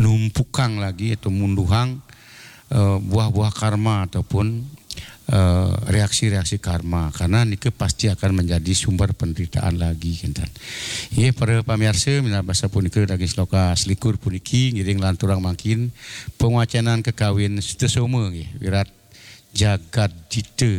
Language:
Balinese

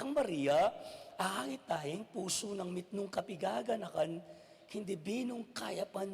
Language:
Pampanga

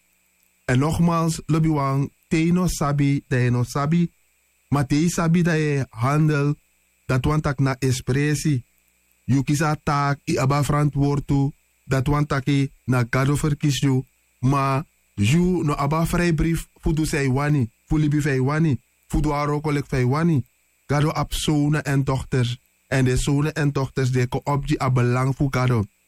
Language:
Sranan Tongo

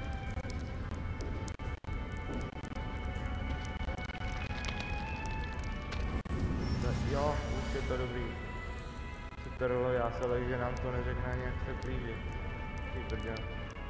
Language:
Czech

